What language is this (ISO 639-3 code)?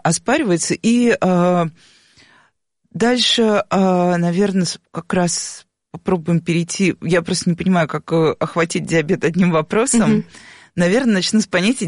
rus